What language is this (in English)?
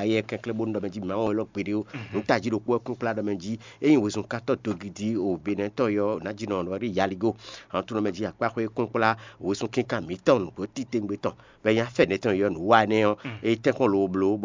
Fon